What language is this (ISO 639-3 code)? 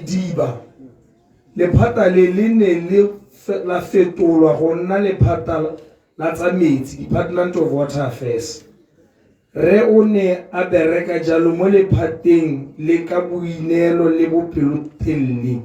tsn